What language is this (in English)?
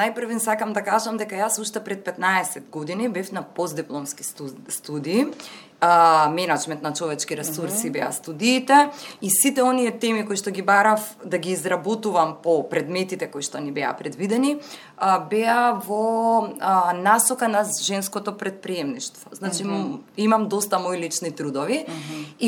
Macedonian